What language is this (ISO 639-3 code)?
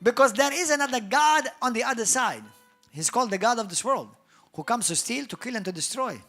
eng